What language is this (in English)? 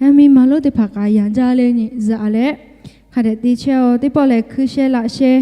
Lahu